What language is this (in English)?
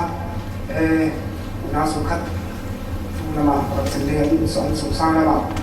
Falam Chin